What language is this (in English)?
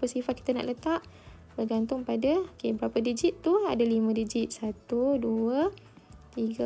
Malay